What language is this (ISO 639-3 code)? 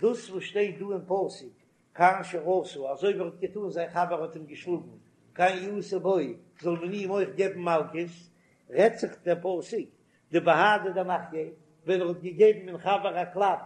yid